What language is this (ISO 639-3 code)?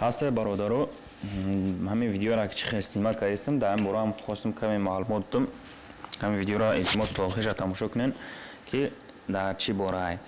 tgk